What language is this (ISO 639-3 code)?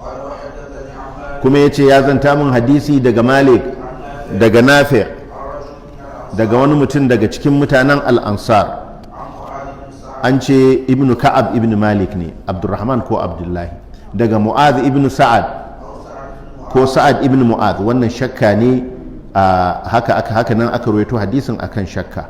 hau